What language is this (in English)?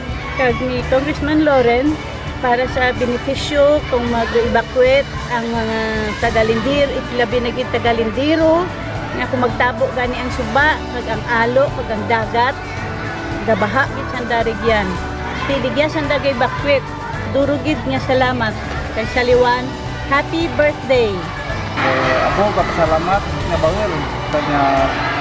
Kinaray-a